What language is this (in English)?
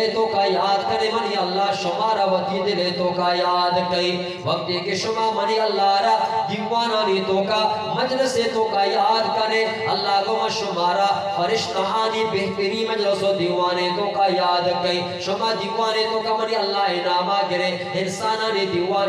Eastern Balochi